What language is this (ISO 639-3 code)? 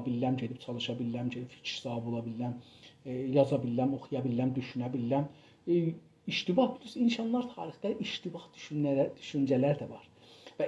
azb